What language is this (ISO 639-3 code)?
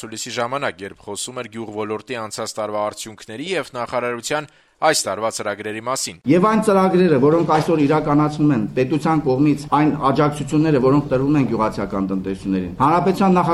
hye